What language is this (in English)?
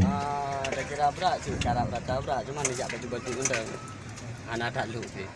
Achinese